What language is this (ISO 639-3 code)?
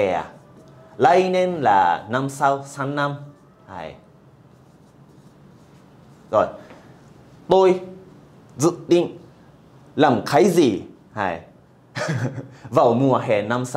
vie